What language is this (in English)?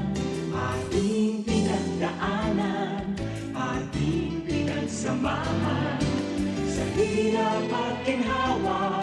Bikol